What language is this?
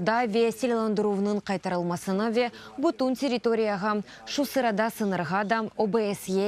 Crimean Tatar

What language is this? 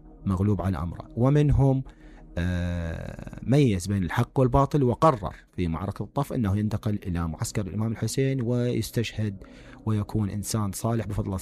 Mesopotamian Arabic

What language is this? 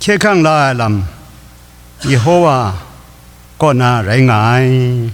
Kachin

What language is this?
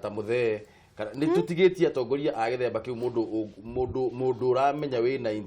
Kikuyu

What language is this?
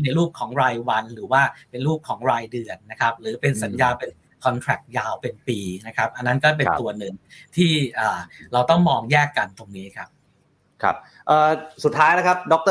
Thai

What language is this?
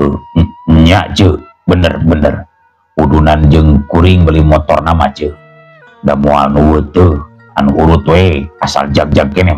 Sundanese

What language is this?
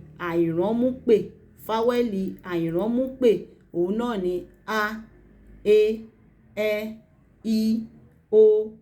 Yoruba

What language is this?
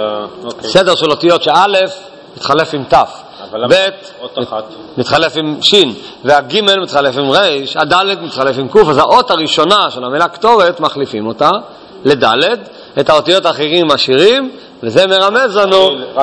Hebrew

